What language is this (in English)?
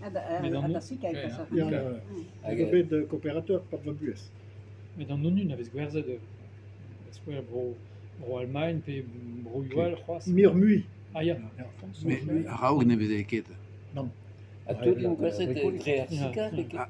Breton